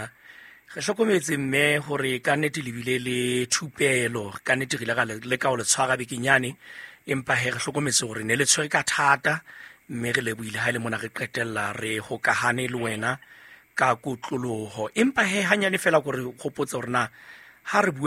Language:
Southern Sotho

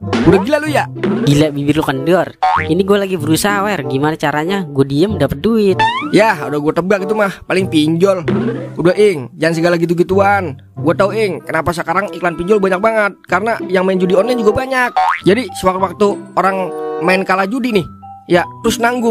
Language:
Betawi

